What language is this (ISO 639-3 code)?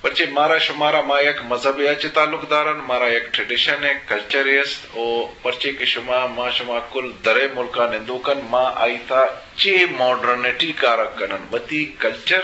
bgp